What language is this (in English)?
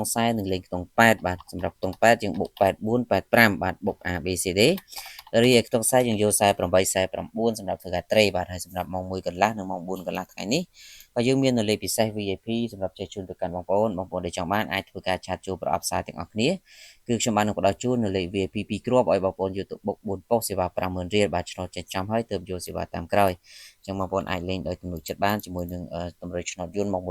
Khmer